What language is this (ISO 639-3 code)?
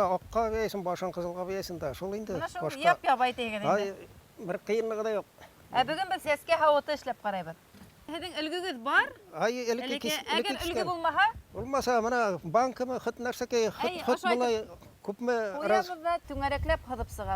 bak